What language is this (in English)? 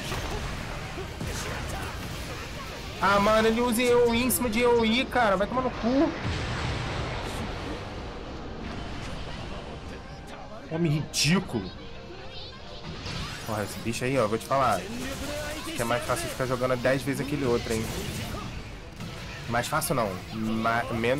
Portuguese